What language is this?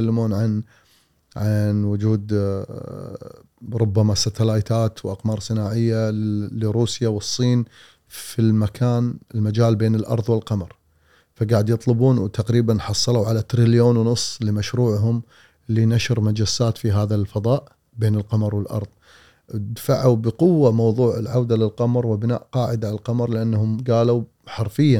Gulf Arabic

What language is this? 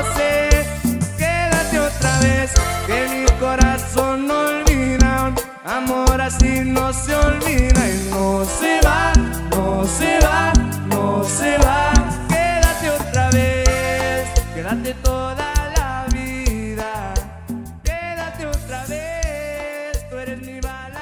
Spanish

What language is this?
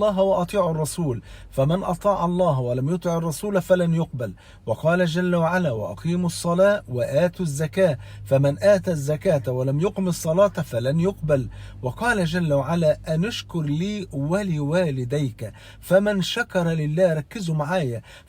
Egyptian Arabic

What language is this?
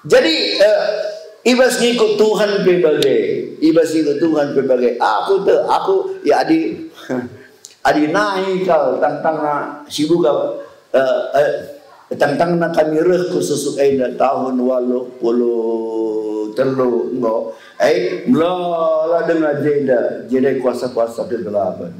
Batak Karo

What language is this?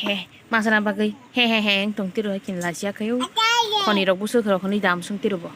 Kok Borok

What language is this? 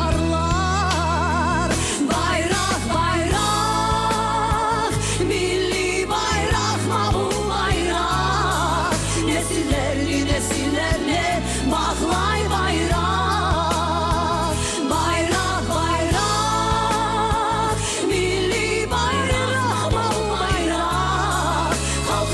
Crimean Tatar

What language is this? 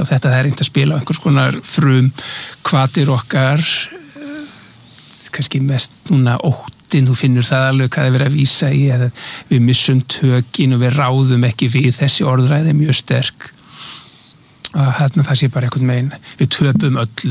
Icelandic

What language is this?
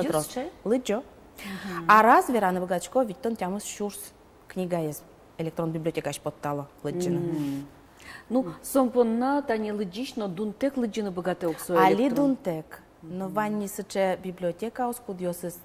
Udmurt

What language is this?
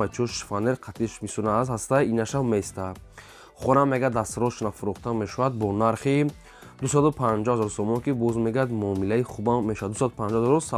Tajik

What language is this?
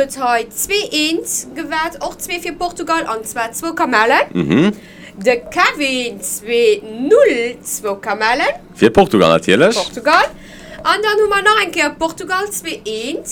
Luxembourgish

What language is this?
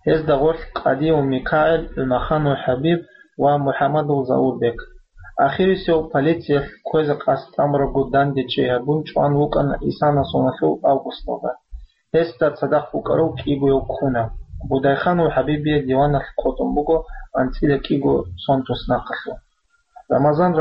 Avaric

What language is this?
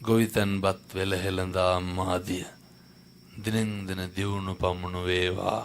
Sinhala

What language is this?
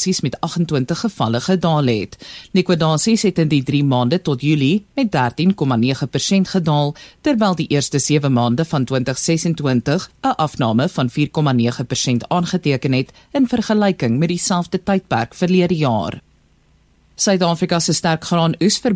Afrikaans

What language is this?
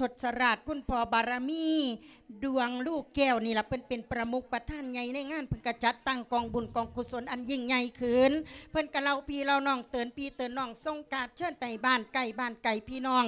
Lao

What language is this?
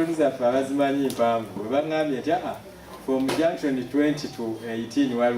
Ganda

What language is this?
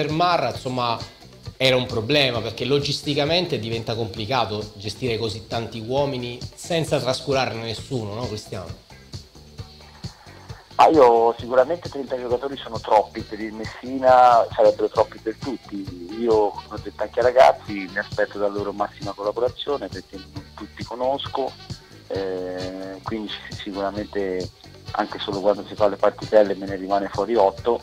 Italian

